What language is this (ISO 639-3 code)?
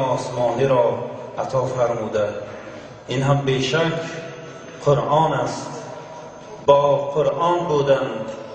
tgk